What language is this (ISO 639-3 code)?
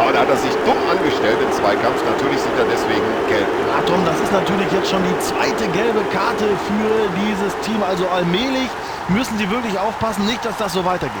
bar